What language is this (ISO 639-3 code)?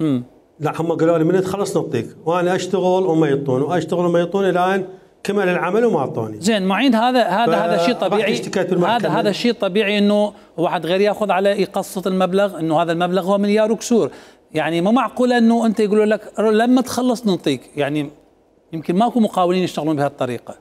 acm